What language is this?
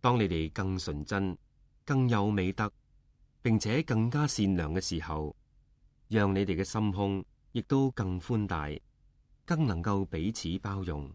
Cantonese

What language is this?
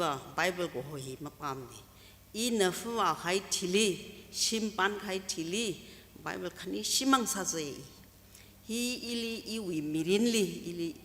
Tangkhul Naga (India)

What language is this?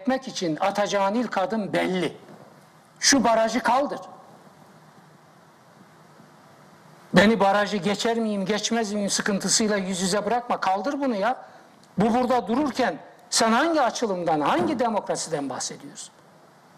Turkish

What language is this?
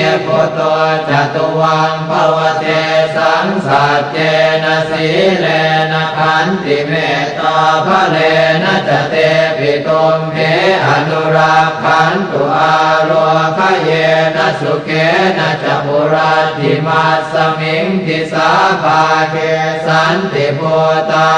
Pali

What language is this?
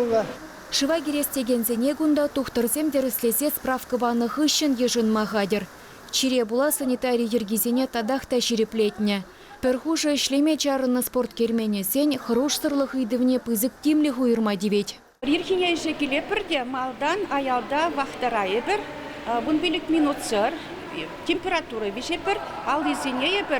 Chuvash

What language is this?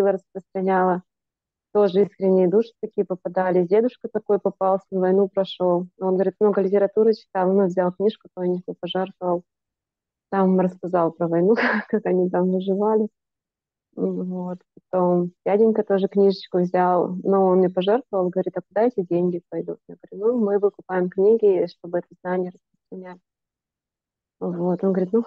Russian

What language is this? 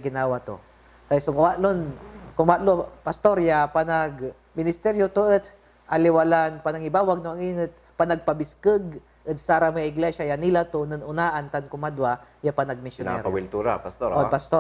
Pangasinan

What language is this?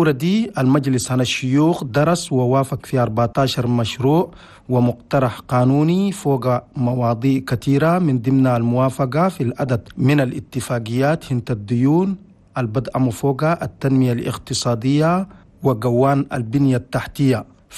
Chadian Arabic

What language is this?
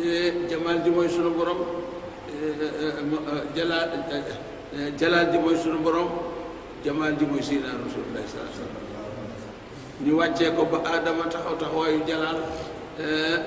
Wolof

